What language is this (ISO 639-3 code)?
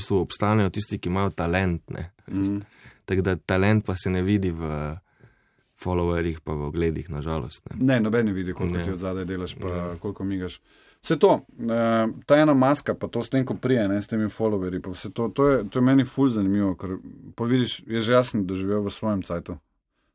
slv